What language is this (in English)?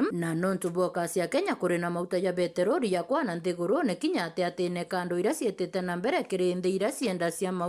Meru